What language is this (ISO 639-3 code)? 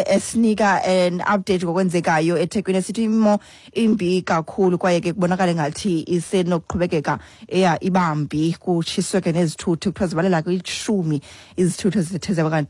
xho